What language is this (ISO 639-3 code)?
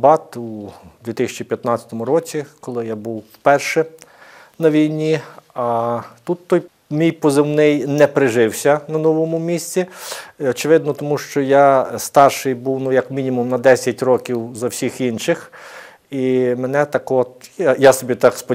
ukr